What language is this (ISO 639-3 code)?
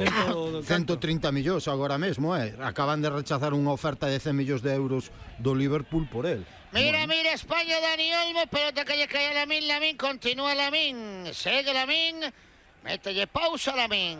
glg